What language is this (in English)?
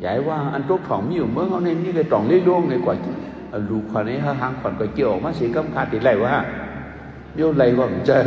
Shan